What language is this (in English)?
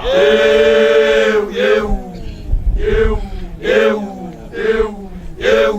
Southern Sotho